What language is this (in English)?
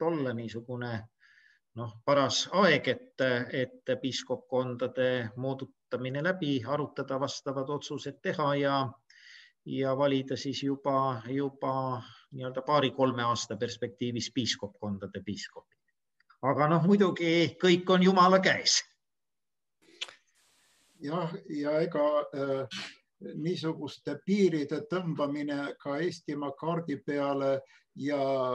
Estonian